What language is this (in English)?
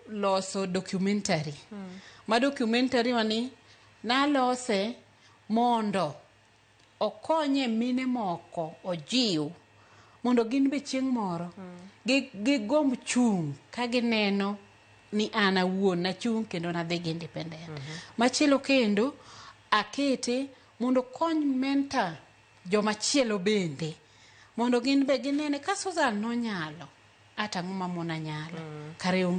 Luo (Kenya and Tanzania)